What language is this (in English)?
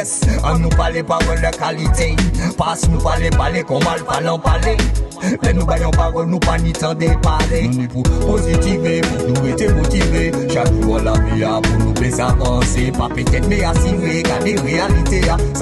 Guadeloupean Creole French